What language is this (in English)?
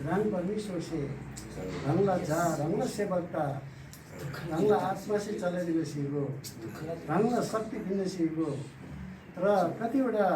Eastern Tamang